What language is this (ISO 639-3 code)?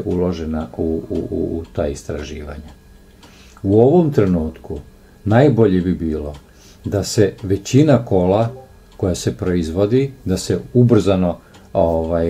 srp